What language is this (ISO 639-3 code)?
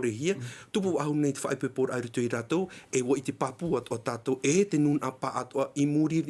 tah